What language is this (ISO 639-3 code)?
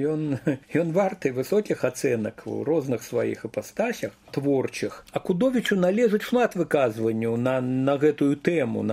bel